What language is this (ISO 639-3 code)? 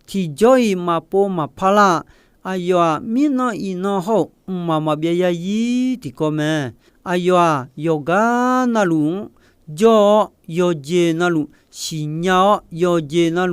ahk